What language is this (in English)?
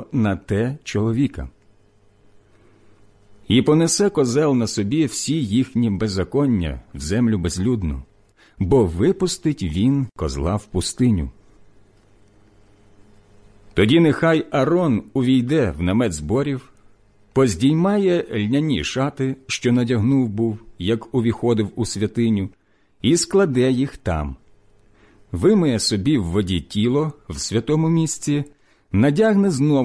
Ukrainian